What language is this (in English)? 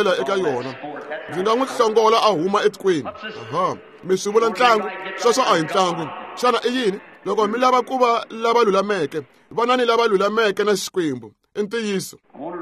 Tsonga